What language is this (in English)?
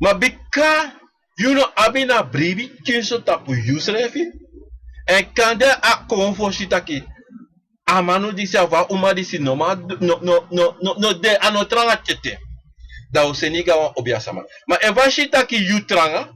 Sranan Tongo